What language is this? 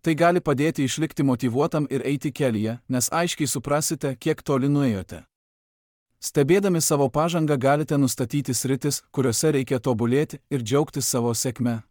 Lithuanian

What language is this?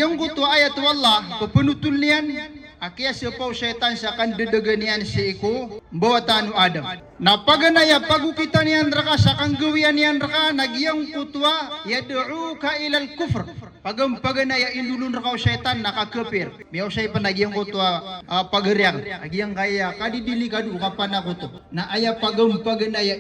Maranao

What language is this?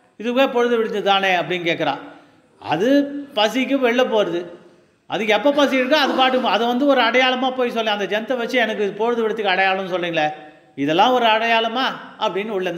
Tamil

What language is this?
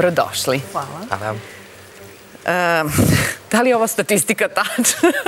Serbian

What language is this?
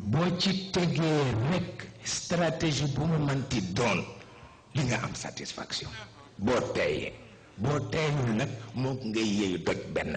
Wolof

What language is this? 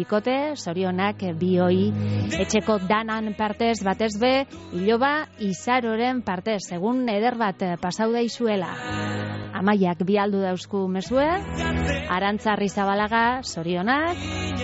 Basque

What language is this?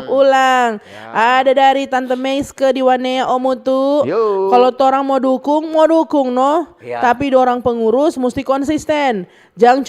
Manado Malay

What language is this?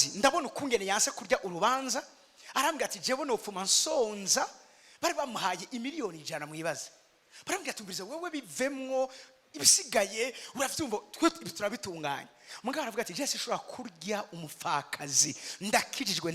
Rundi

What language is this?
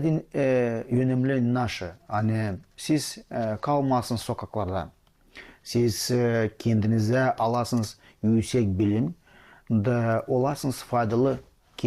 Gagauz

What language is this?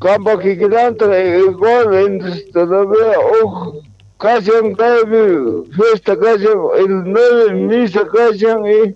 South Bolivian Quechua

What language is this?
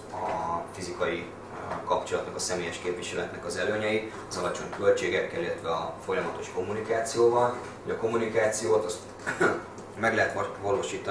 Hungarian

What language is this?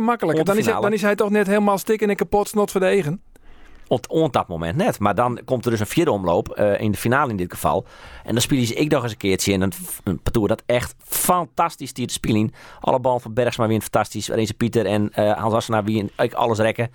Western Frisian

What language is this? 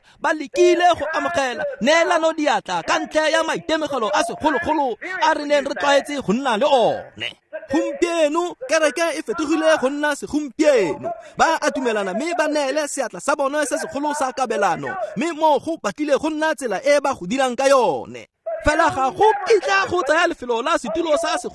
Tswana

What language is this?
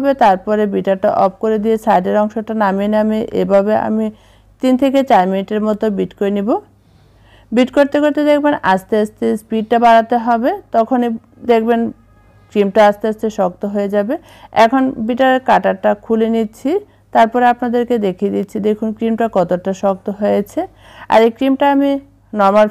Bangla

